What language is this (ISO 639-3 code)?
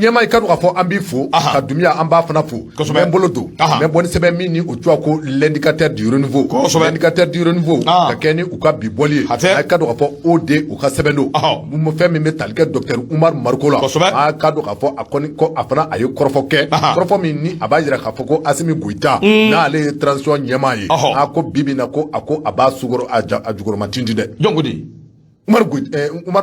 bam